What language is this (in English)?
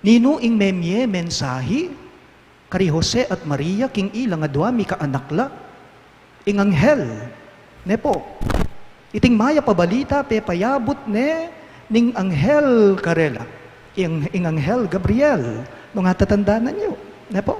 Pampanga